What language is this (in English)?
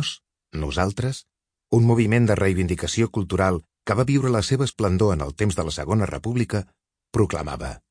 Catalan